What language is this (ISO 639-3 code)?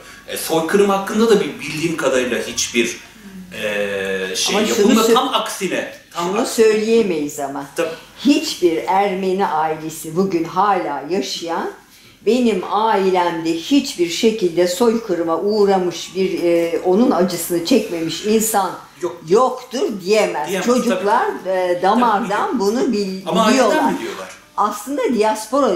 tur